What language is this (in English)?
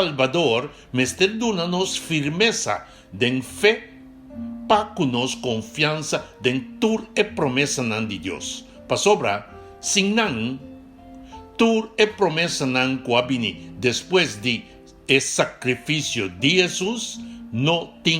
Papiamento